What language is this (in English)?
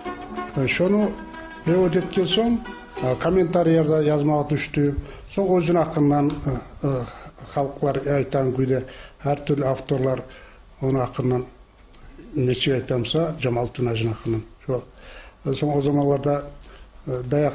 Kumyk